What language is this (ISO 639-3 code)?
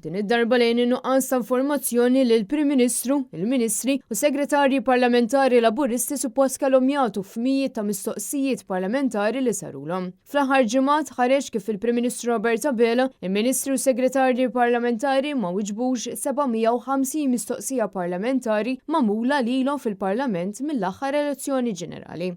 mlt